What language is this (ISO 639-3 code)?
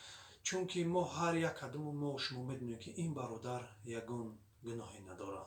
tgk